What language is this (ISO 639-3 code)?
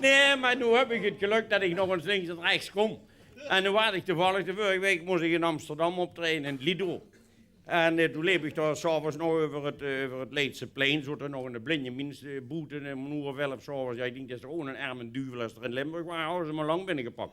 lim